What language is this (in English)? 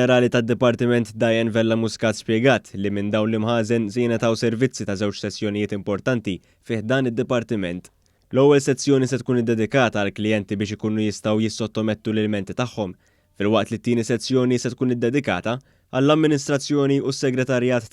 Maltese